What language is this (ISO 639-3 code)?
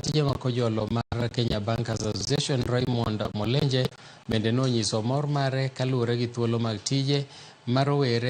luo